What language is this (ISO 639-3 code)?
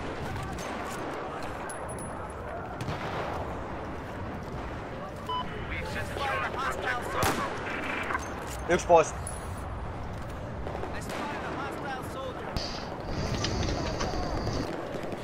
fin